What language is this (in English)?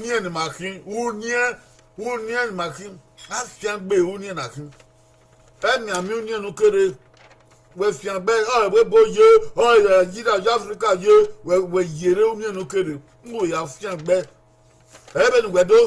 Bini